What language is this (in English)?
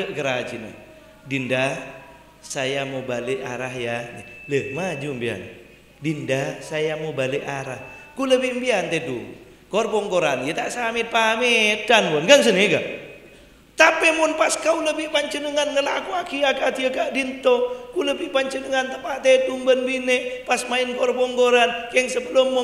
Madurese